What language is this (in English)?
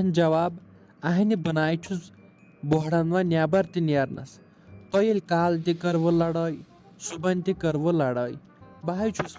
Kashmiri